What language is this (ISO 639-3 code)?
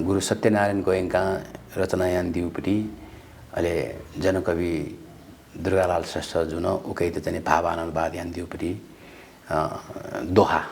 new